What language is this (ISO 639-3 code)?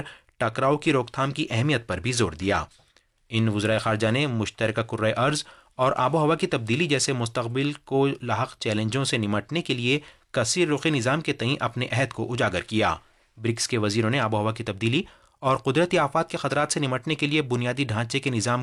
urd